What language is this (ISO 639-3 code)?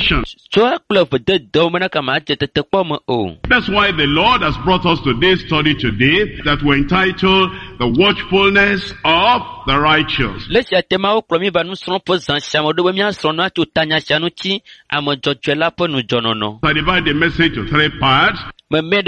ewe